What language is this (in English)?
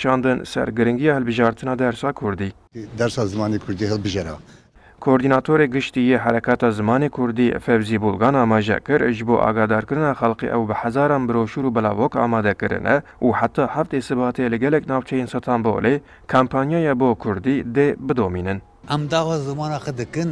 Kurdish